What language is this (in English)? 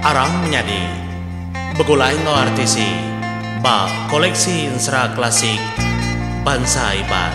Iban